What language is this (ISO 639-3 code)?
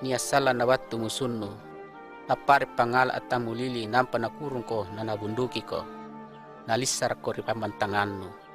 mak